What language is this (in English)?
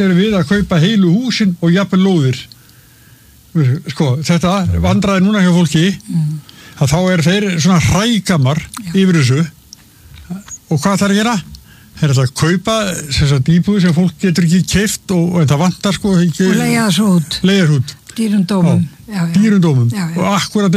Icelandic